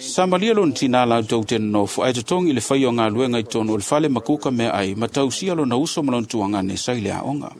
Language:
Samoan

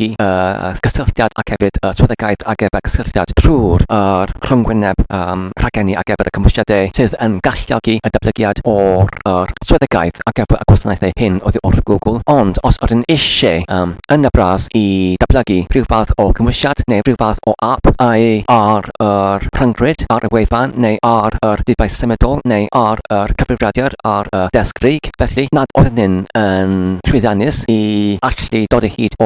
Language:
Welsh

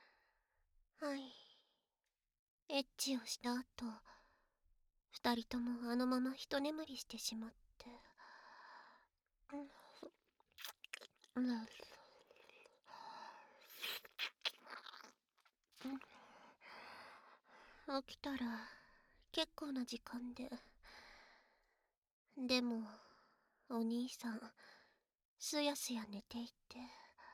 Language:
Japanese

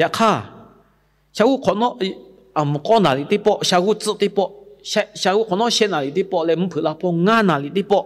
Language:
Lahu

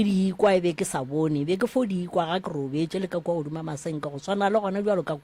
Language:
Northern Sotho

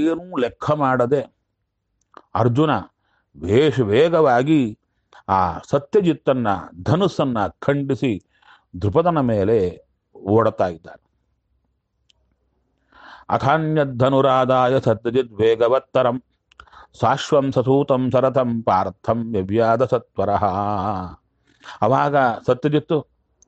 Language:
Kannada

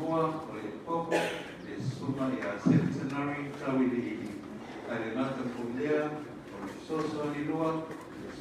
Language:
Samoan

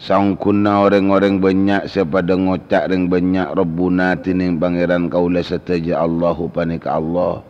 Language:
Madurese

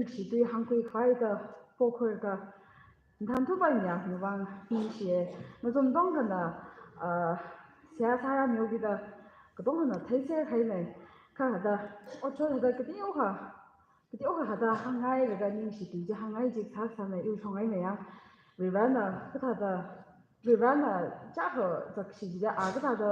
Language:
Tangkhul Naga (India)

